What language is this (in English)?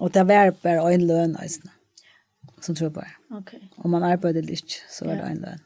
Faroese